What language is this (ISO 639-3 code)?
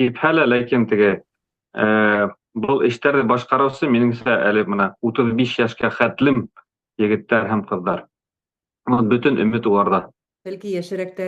bak